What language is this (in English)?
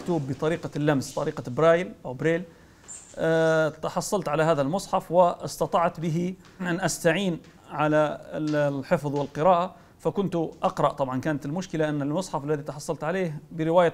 Arabic